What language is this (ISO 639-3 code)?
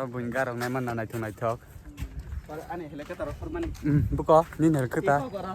trp